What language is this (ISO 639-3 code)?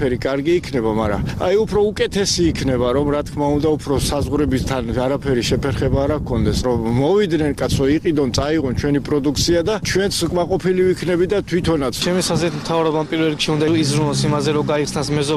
kat